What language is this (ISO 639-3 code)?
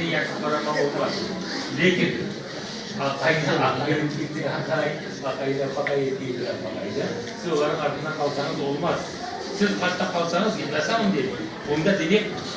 crh